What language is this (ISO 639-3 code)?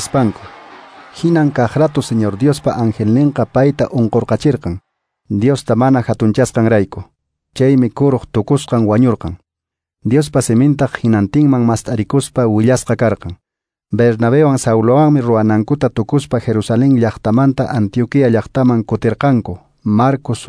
que